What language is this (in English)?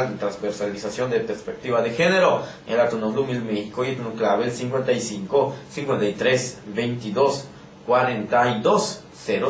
Yucateco